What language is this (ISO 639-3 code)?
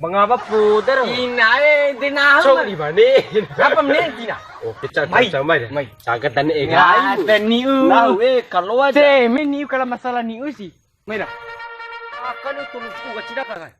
bhp